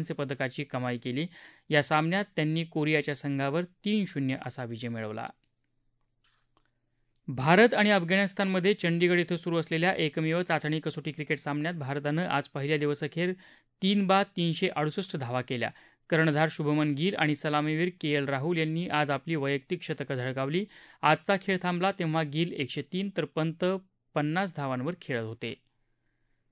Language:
Marathi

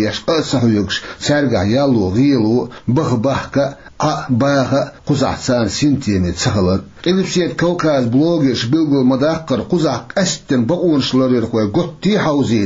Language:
Chechen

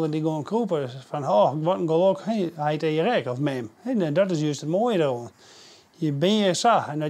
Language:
Western Frisian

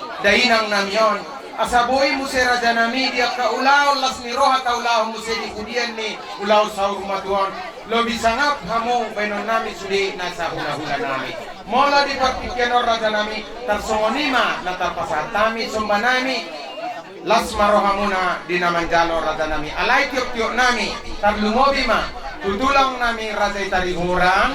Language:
Batak Toba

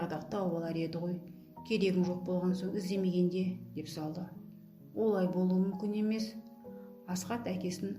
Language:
Kazakh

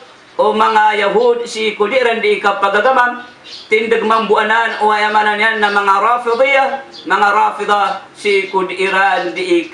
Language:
Maranao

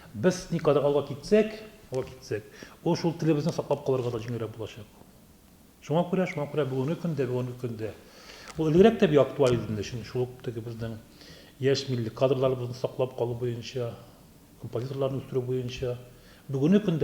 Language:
Tatar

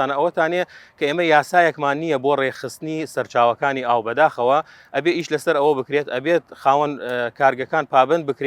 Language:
Central Kurdish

